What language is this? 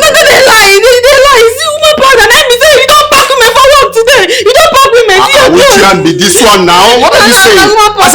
Nigerian Pidgin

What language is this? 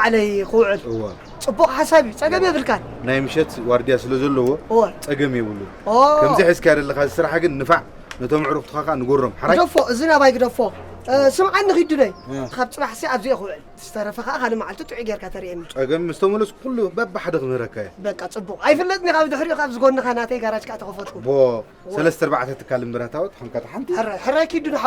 Tigrinya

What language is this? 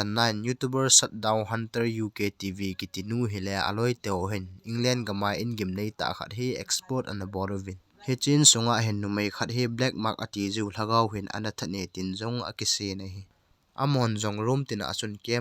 Thado Chin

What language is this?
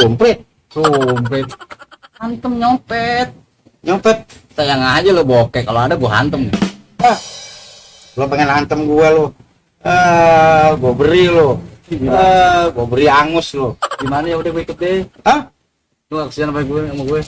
Betawi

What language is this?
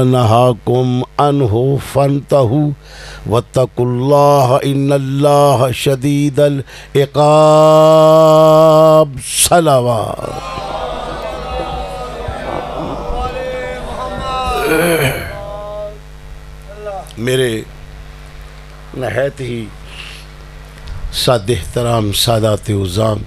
Urdu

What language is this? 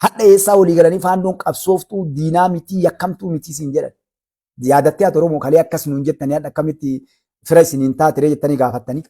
Oromo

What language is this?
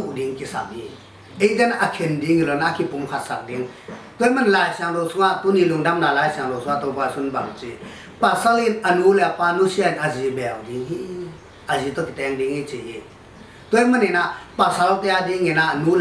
Tedim Chin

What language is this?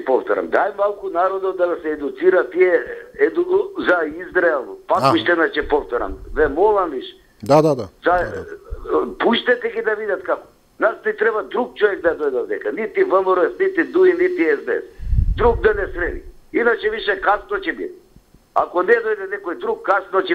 Macedonian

